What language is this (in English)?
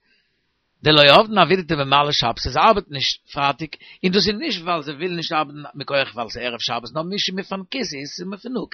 Yiddish